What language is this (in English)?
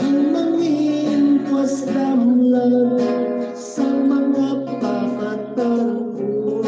Hiligaynon